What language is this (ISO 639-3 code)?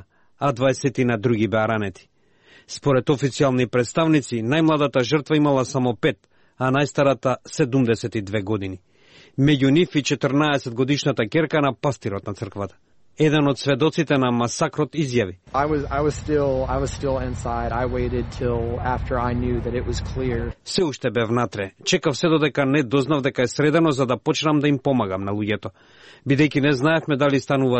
mkd